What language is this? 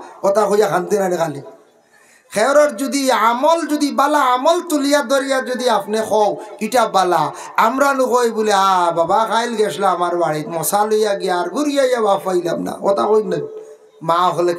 Sylheti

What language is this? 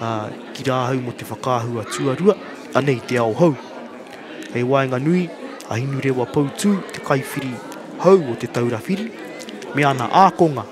Māori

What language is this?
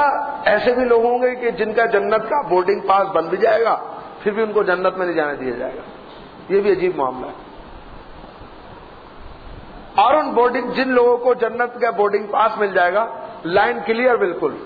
Urdu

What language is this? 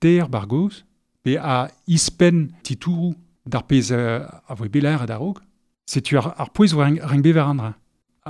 Breton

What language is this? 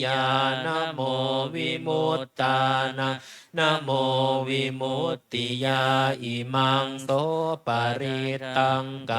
Pali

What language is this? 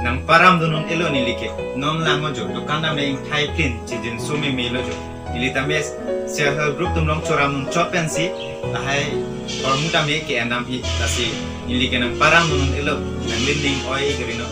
Karbi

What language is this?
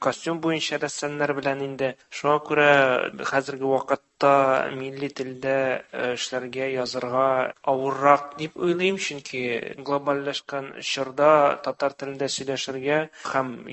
Tatar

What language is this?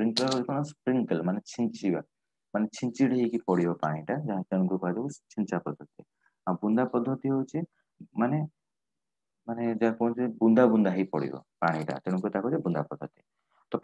Odia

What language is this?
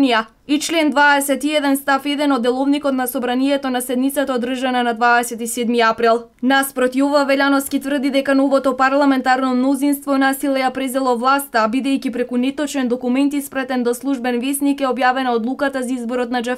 Macedonian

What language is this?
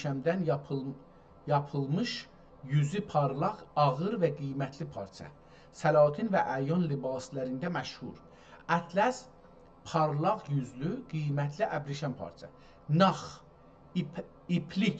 South Azerbaijani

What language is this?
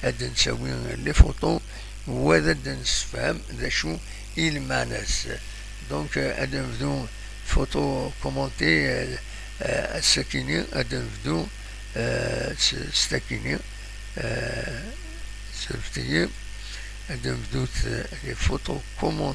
Kabyle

